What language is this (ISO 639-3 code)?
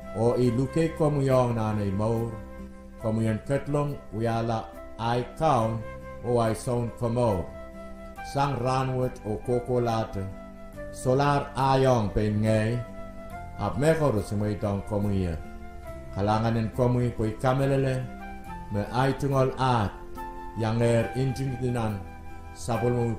pon